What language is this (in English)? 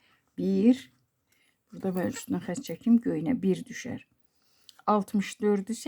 Azerbaijani